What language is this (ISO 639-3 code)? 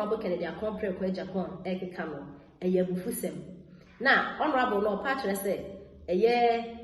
aka